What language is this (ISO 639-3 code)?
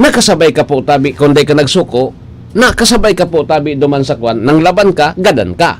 bik